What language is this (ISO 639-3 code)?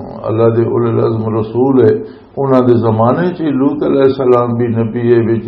lah